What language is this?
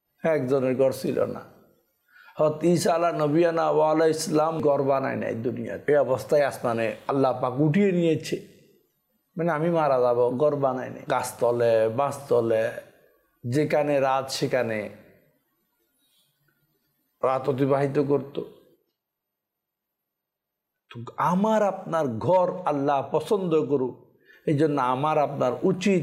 Bangla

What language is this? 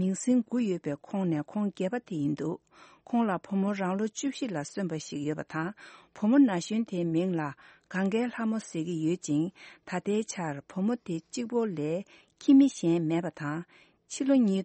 Tibetan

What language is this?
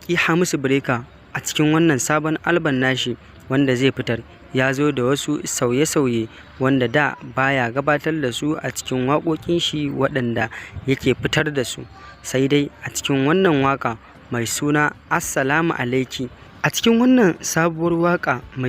Hausa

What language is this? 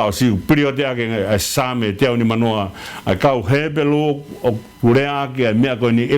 Tongan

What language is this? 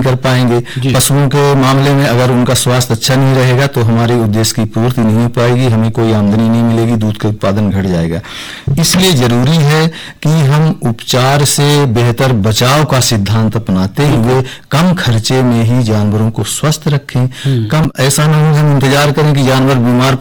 Hindi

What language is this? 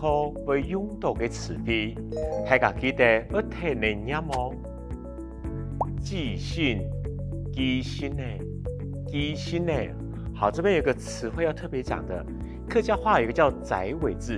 Hakka Chinese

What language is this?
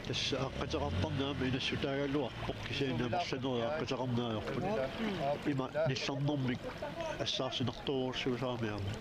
Kalaallisut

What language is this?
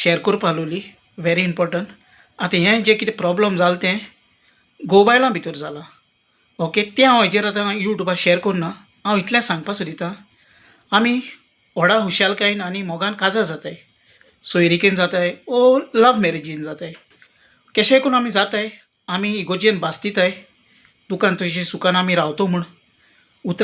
Konkani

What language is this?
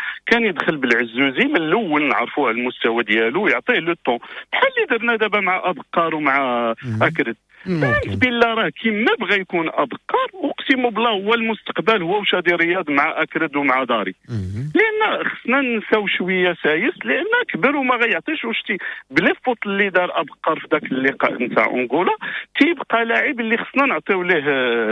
Moroccan Arabic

